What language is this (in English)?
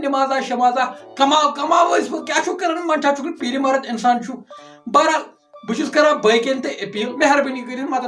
Kashmiri